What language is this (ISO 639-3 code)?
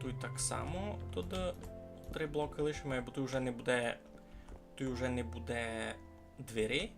rue